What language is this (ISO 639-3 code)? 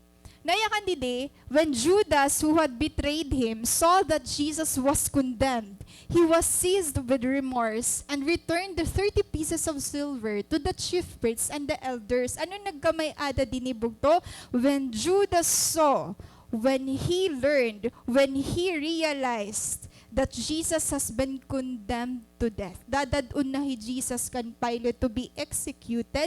war